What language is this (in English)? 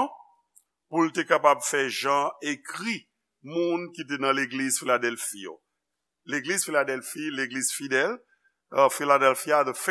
Haitian Creole